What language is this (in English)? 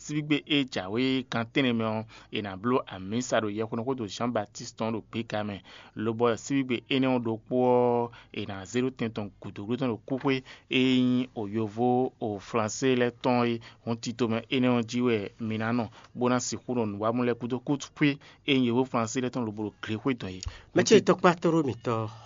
Fon